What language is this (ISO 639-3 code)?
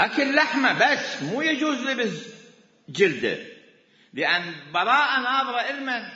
acm